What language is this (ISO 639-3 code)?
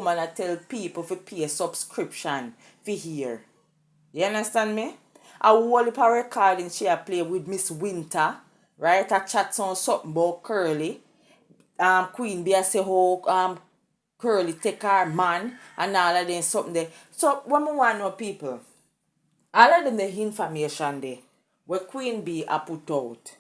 jam